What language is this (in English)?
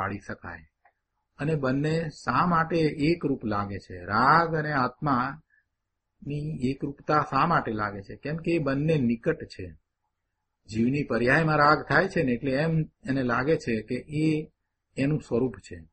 Gujarati